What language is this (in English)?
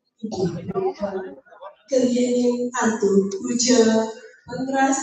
Balinese